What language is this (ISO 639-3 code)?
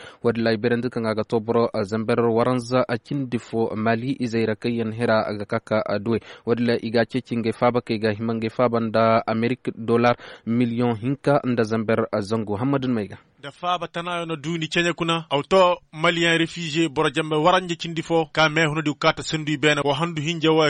ses